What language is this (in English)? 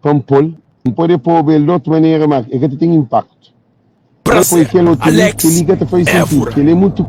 Kabuverdianu